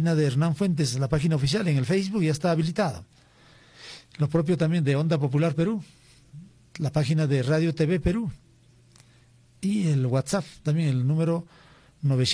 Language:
Spanish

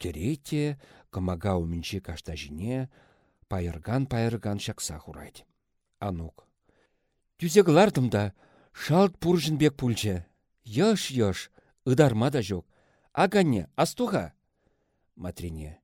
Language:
Chuvash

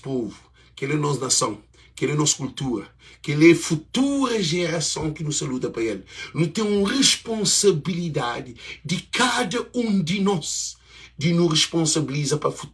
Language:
Kabuverdianu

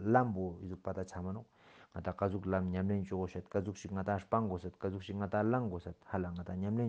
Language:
Ladakhi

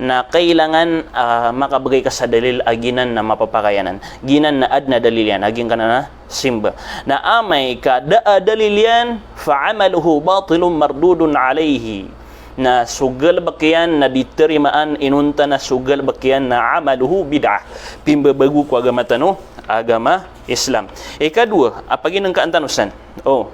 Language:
Maranao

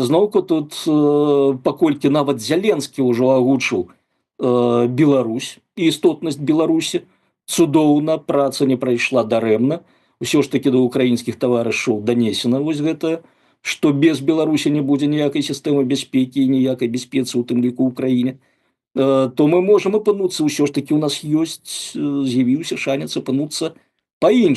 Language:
Belarusian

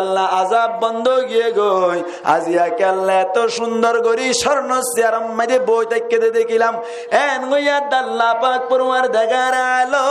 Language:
Rohingya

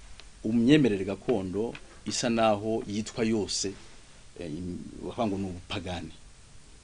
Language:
Kinyarwanda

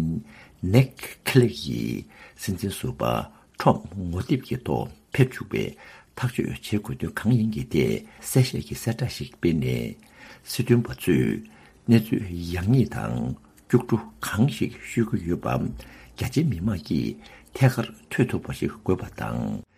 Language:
Tibetan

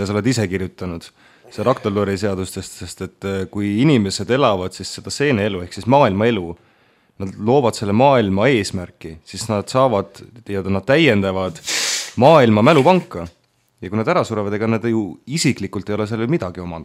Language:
Estonian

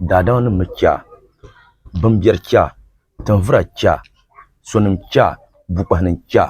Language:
Dagbani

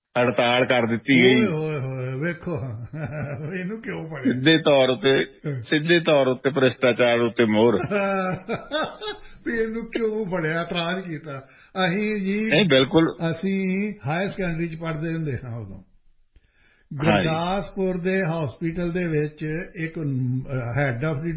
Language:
Punjabi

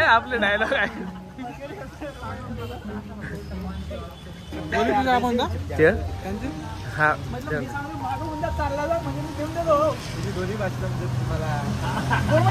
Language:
Marathi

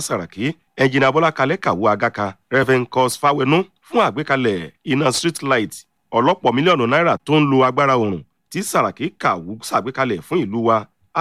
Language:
Yoruba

